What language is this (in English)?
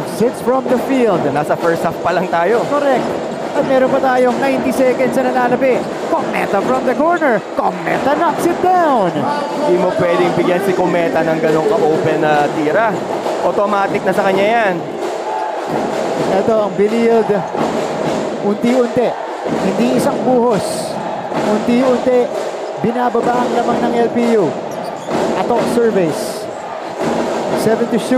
Filipino